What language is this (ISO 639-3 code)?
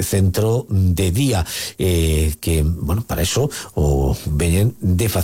glg